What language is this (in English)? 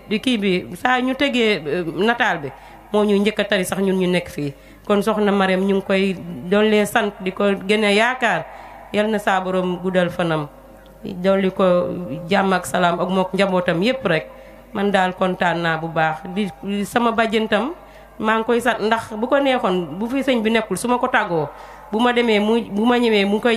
Wolof